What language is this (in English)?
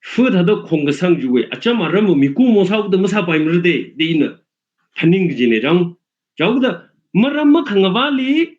Tangkhul Naga (India)